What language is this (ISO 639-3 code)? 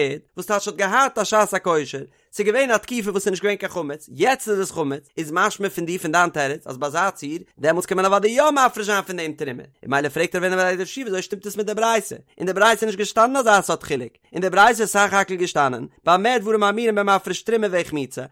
yid